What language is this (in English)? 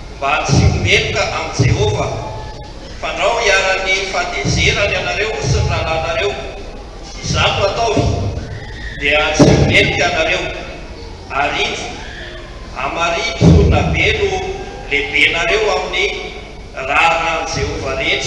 Malagasy